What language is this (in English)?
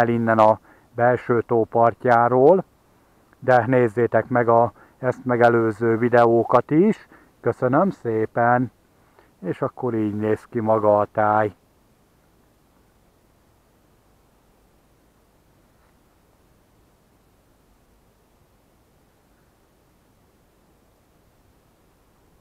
Hungarian